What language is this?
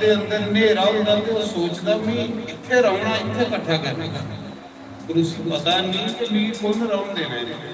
Dogri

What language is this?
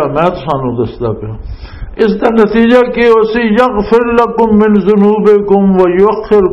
Western Panjabi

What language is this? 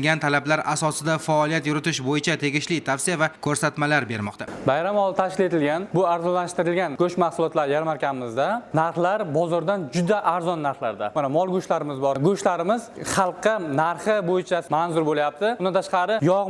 Uzbek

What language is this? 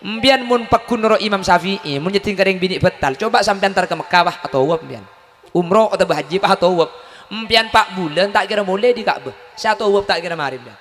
Madurese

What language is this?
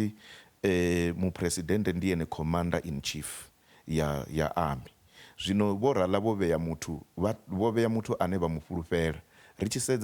Venda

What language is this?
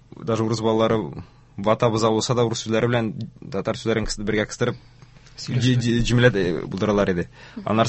Tatar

